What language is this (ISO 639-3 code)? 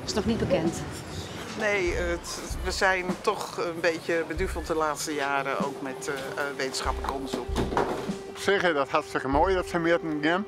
fry